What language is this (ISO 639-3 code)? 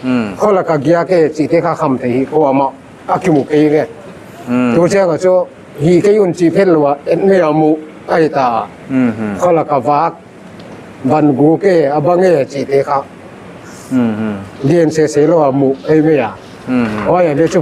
pck